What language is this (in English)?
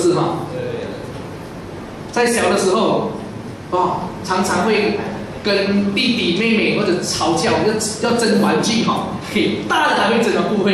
Chinese